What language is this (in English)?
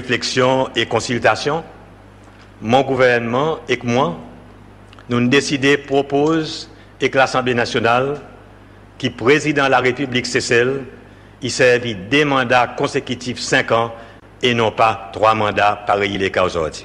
Seselwa Creole French